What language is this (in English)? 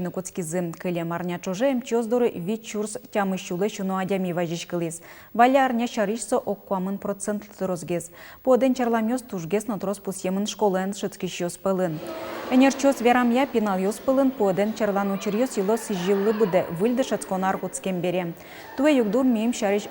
Udmurt